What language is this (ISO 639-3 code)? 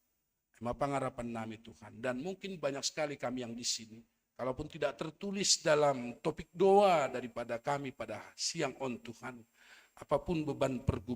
bts